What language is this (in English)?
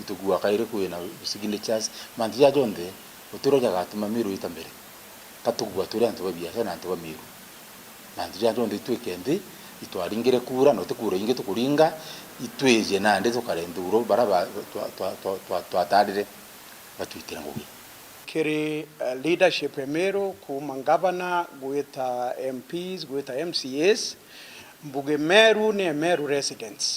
Meru